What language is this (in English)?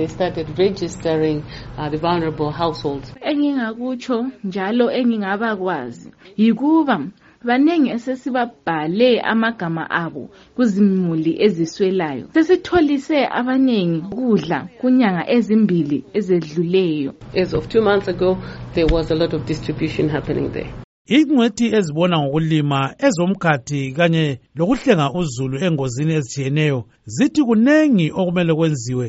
North Ndebele